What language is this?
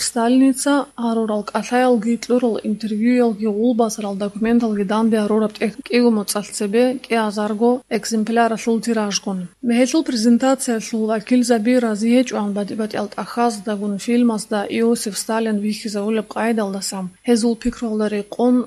Avaric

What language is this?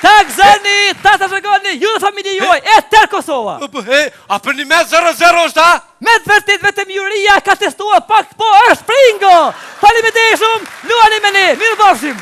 Albanian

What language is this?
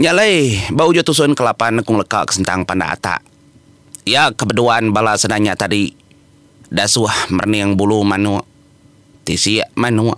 Iban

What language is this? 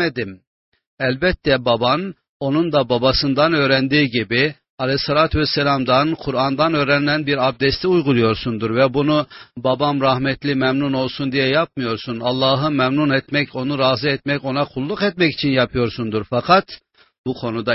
Turkish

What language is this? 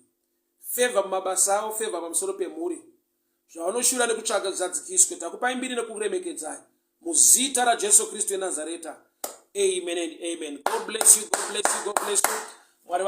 Shona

